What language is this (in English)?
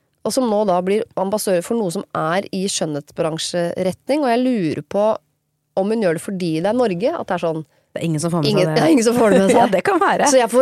Norwegian